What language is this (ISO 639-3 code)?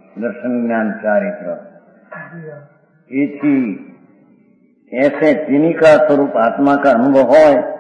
guj